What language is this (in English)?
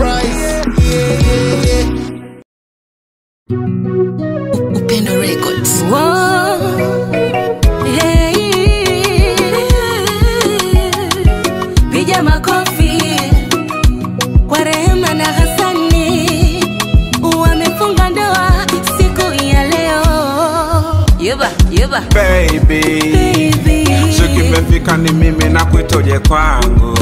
Swahili